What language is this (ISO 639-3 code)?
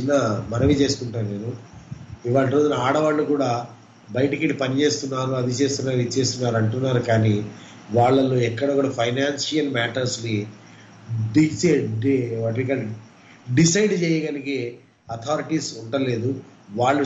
tel